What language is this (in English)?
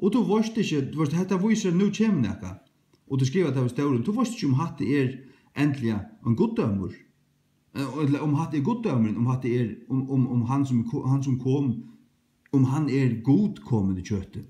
Faroese